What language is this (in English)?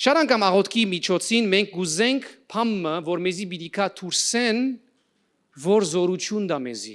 Western Armenian